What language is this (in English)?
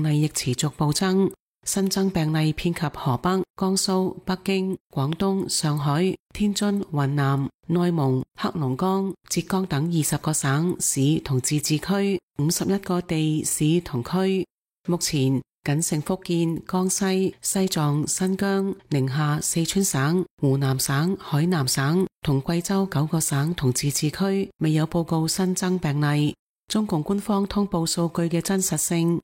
Cantonese